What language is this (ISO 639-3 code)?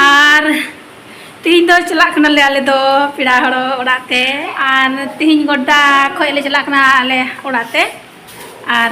sat